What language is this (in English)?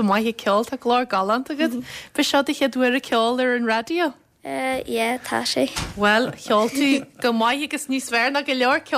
Irish